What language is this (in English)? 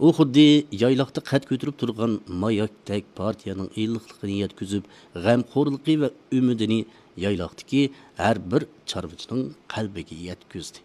Uyghur